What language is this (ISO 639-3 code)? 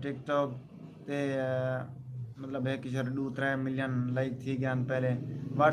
skr